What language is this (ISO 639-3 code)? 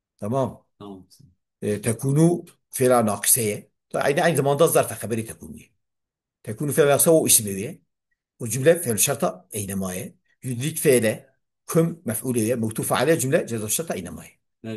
kur